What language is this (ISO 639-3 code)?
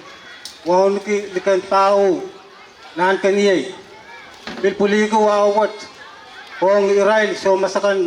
pon